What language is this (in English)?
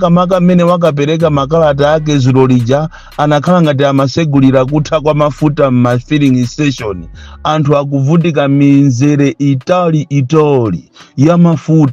Nyanja